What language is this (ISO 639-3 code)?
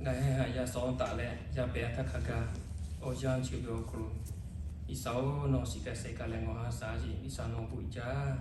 lhu